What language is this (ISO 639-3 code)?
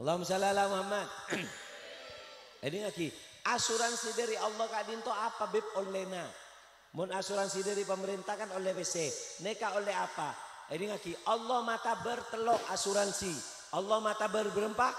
mad